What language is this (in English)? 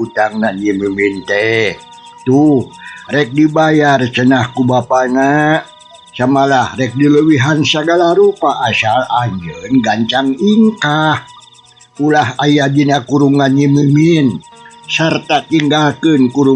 Sundanese